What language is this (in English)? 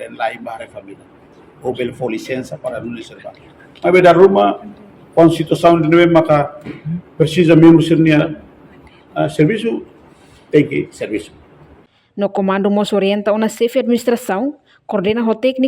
Tetum